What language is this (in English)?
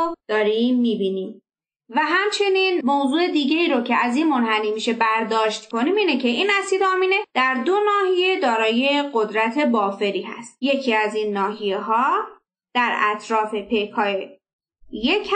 Persian